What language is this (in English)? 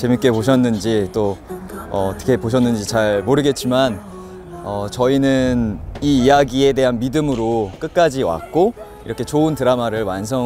Korean